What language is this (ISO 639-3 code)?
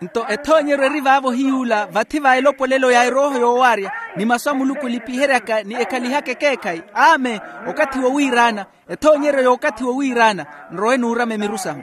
vmw